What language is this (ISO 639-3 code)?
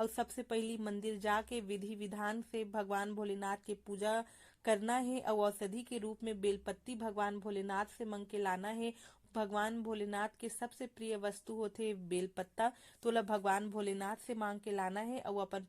hne